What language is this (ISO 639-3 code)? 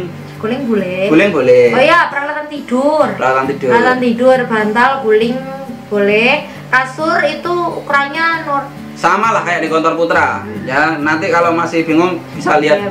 ind